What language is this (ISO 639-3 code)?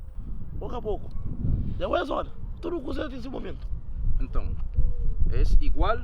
kea